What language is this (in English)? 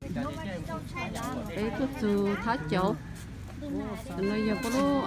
Hmong